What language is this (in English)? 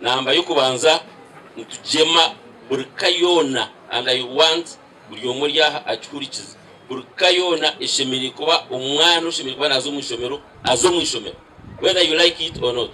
Nyankole